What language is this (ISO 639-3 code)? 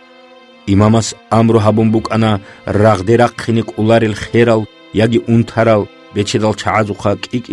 ava